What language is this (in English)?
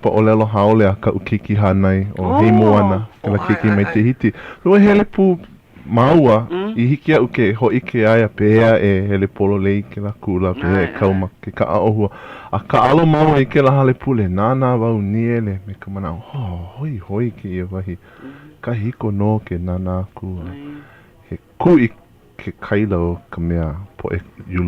Hawaiian